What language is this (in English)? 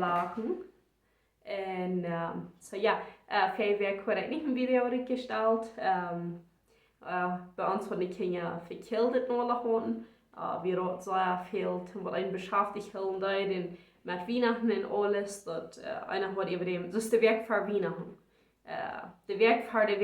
Plautdietsch